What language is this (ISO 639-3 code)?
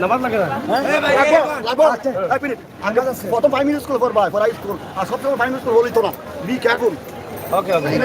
syl